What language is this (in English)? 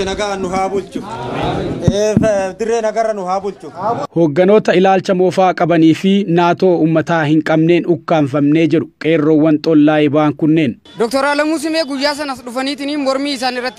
Oromo